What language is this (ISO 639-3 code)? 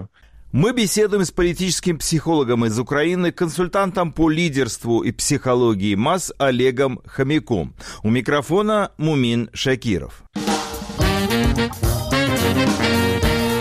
rus